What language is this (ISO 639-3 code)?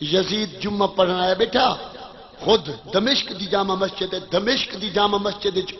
skr